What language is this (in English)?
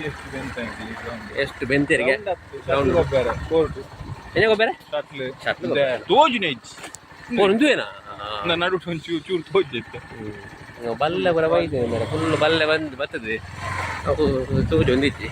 Tulu